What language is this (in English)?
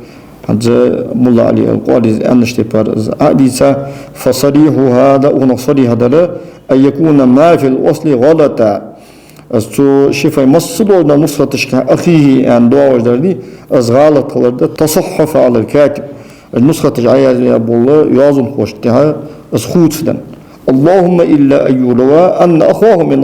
Ingush